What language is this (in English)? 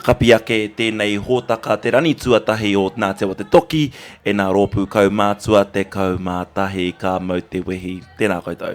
Māori